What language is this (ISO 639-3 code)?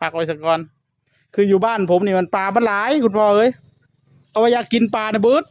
tts